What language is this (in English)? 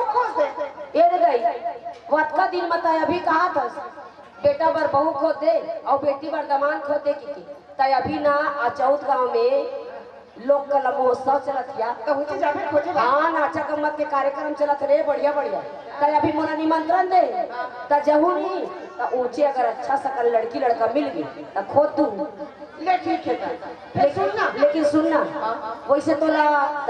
Chhattisgarhi